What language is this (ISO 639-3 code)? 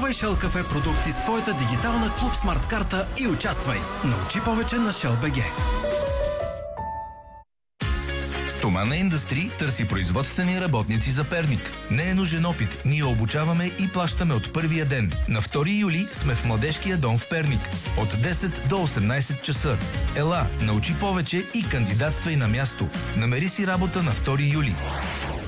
bul